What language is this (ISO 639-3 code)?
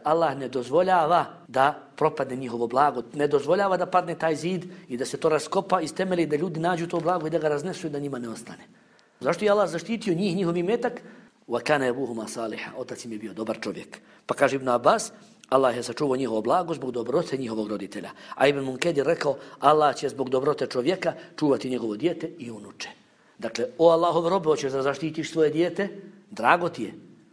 bos